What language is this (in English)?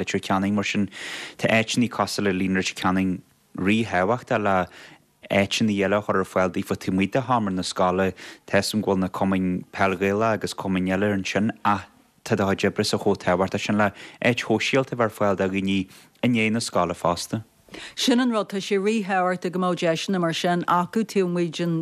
Irish